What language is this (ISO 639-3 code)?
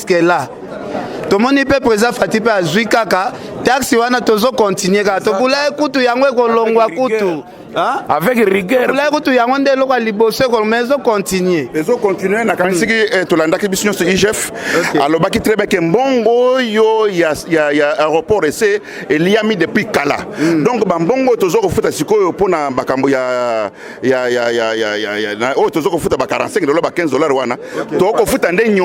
lin